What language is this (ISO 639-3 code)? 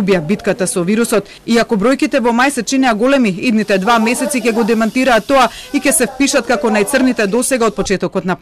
mkd